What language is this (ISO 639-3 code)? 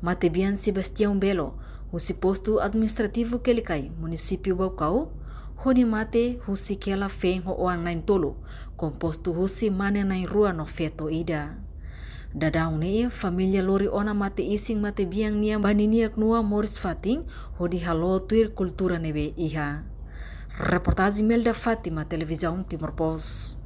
tet